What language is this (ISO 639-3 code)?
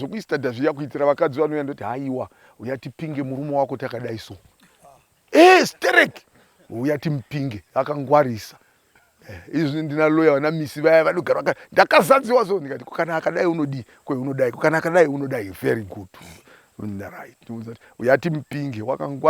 sna